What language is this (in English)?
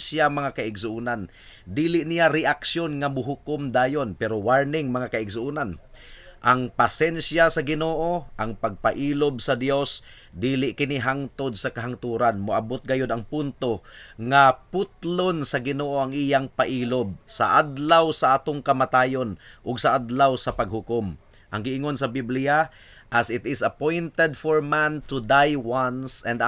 Cebuano